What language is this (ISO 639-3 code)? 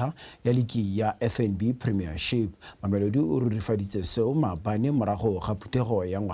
tsn